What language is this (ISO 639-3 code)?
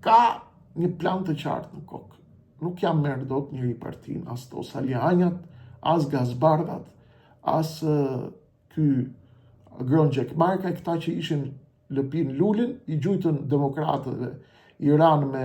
sqi